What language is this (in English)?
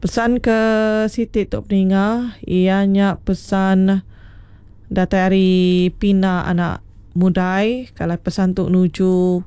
Iban